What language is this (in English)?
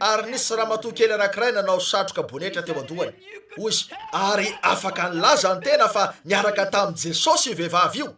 Malagasy